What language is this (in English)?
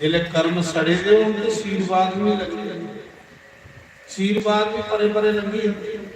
Dogri